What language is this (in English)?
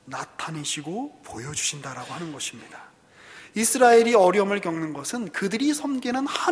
Korean